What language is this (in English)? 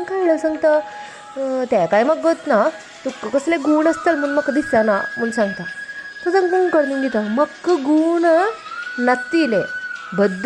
Konkani